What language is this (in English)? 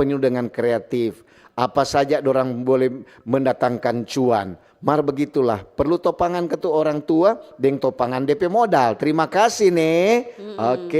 Manado Malay